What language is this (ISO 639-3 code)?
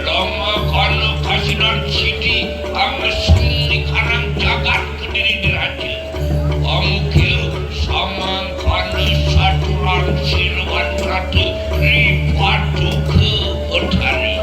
ban